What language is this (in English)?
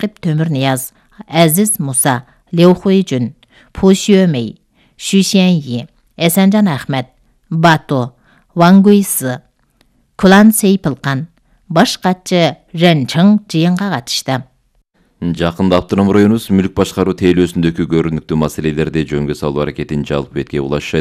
Kyrgyz